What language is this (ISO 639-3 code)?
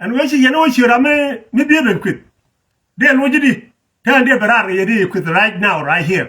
nus